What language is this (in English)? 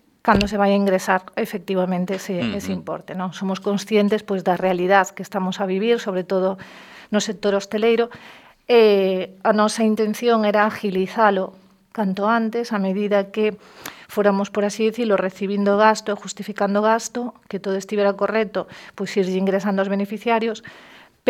Galician